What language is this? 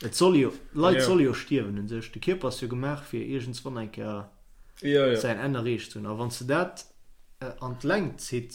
Luxembourgish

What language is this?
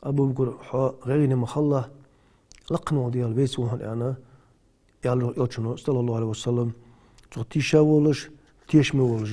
Ingush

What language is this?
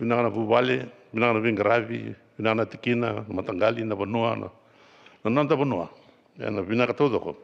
Fijian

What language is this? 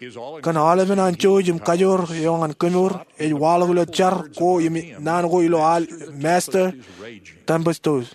Marshallese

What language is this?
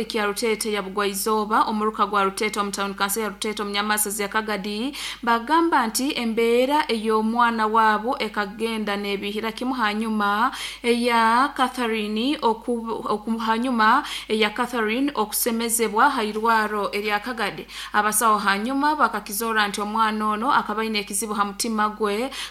Nyankole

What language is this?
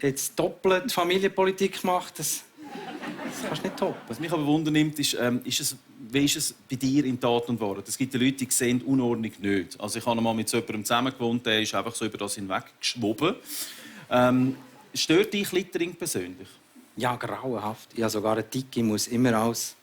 Swiss German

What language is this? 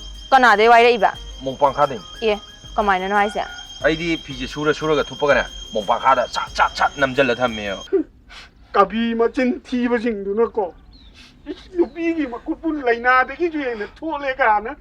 Manipuri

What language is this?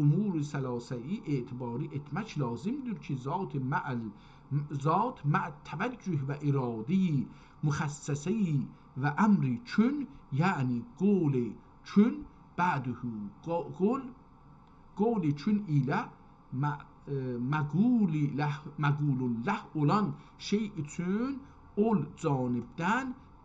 South Azerbaijani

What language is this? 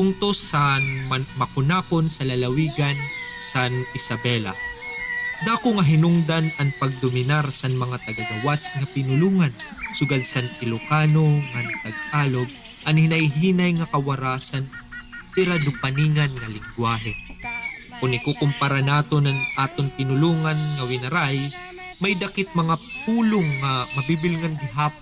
Waray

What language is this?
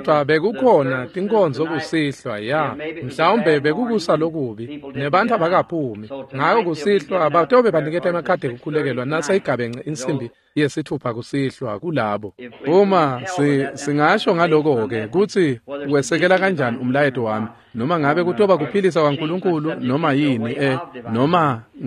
Swati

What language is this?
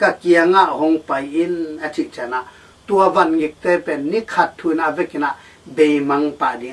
Tedim Chin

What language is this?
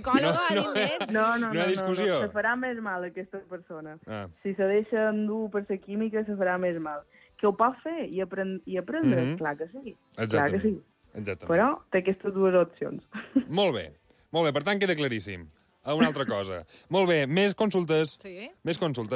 Catalan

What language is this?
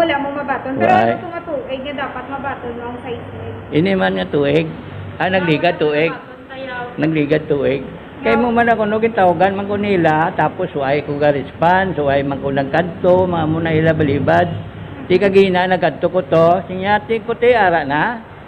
Hiligaynon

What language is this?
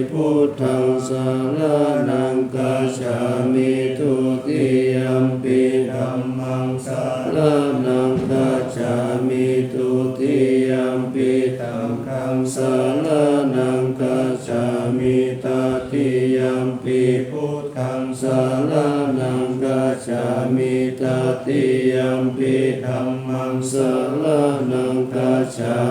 Pali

